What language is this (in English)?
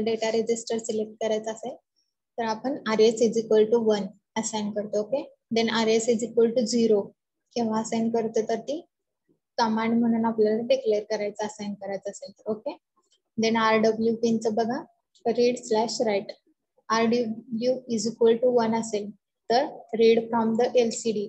Marathi